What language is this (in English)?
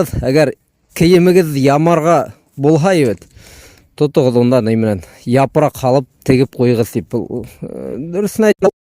Bashkir